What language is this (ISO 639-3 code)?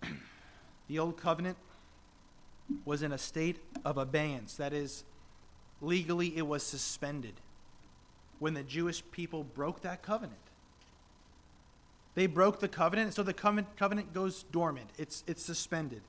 eng